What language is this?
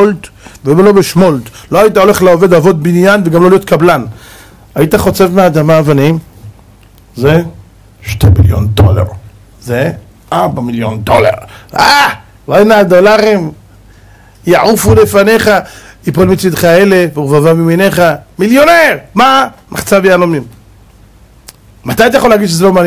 Hebrew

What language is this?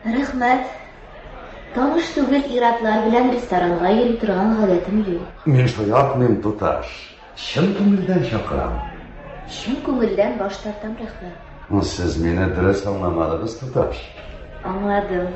Tatar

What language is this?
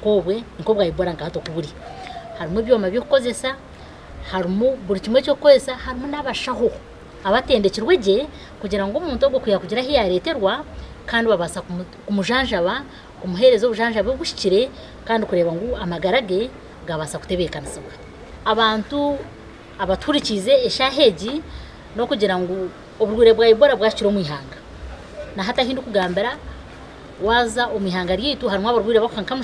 Nyankole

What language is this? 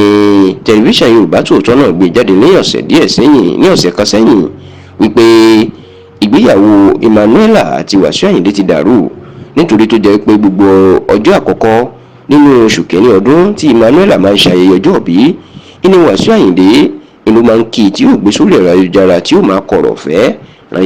Yoruba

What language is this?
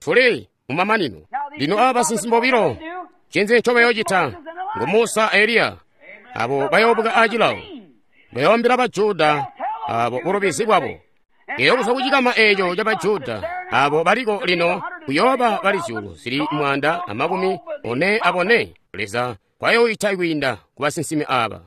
Tonga (Zambia)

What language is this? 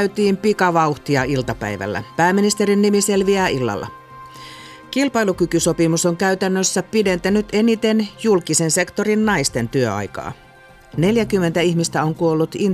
Finnish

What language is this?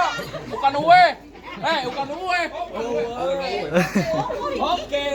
Betawi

